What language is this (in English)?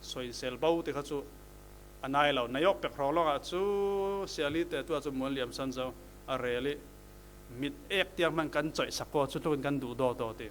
Falam Chin